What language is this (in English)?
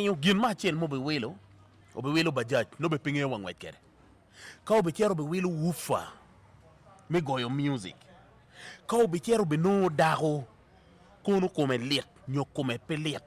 Acoli